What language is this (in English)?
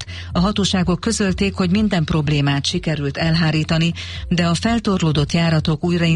Hungarian